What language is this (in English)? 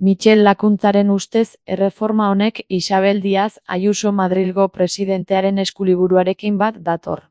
Basque